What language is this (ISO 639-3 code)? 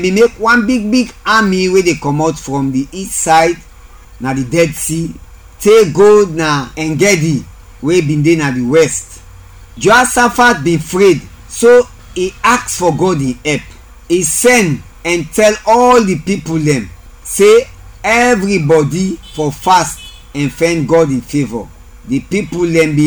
kri